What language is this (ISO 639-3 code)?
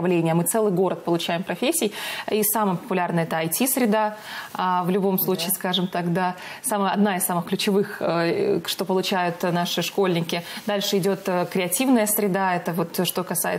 rus